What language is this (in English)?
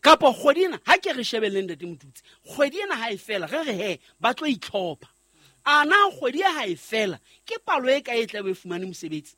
Southern Sotho